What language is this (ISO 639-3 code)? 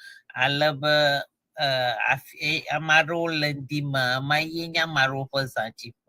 ewe